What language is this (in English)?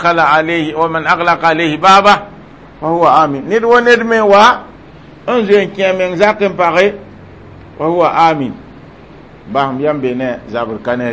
Mossi